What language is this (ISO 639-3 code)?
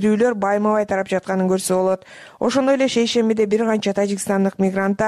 kir